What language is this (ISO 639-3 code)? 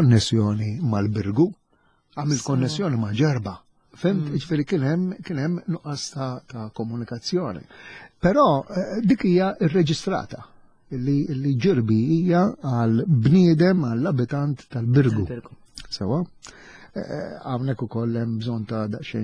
mlt